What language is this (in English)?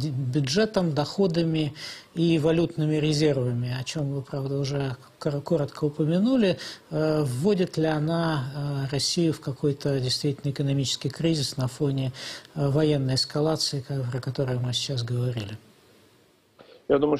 Russian